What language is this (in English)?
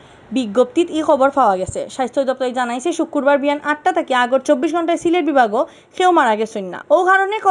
Sylheti